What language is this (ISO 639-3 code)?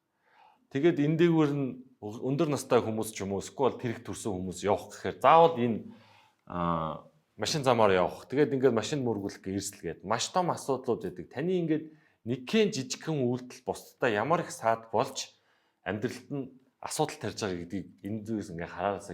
mon